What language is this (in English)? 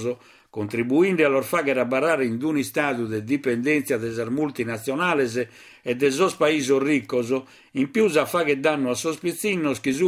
Sardinian